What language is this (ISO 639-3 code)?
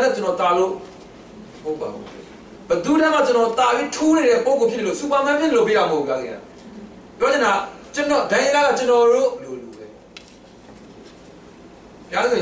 mya